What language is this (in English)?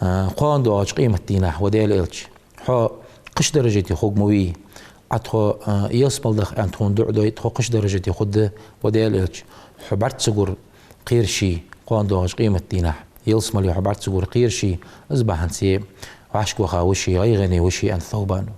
Ingush